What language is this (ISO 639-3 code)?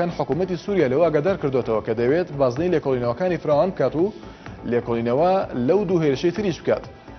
ckb